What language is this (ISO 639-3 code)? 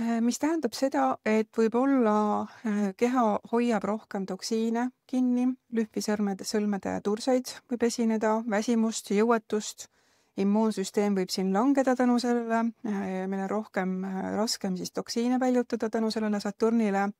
est